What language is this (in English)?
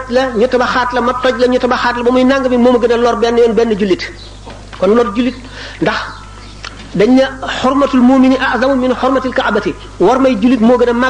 Wolof